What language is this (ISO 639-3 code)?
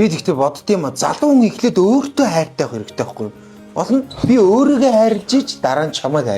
mon